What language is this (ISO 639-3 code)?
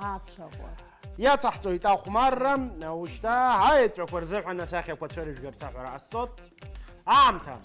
abk